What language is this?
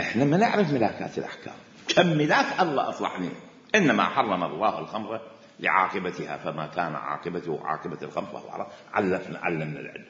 Mesopotamian Arabic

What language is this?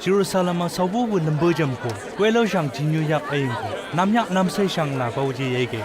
Chang Naga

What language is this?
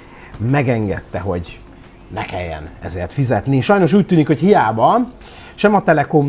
Hungarian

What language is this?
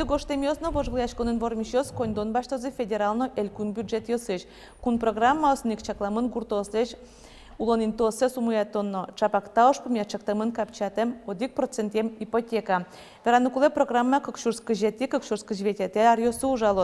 Udmurt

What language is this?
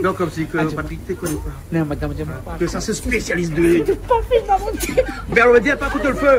Réunion Creole French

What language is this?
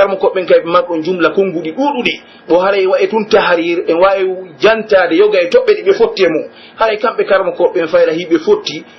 Pular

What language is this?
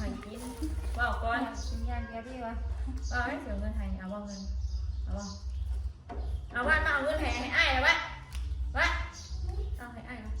Northeastern Thai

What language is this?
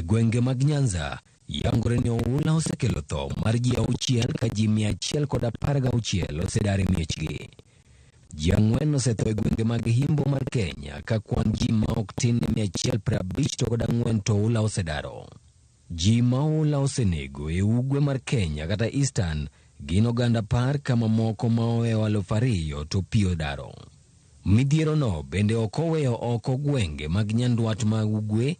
Luo (Kenya and Tanzania)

